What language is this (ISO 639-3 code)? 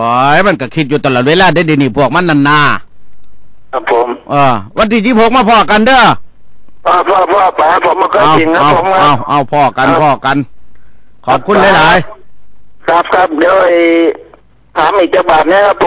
tha